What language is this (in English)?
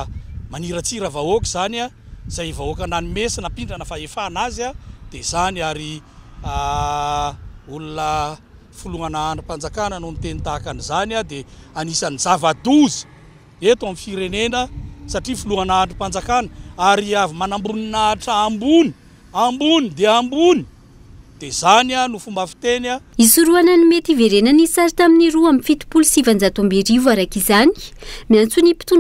Malagasy